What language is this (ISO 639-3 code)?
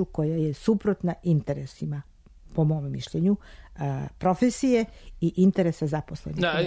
srp